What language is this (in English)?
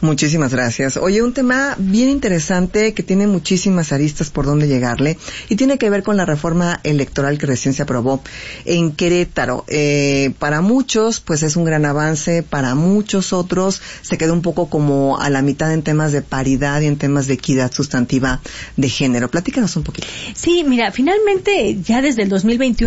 Spanish